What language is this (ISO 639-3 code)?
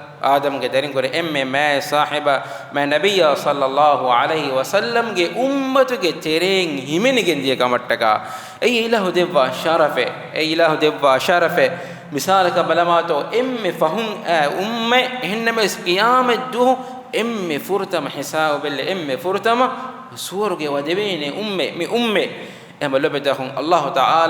div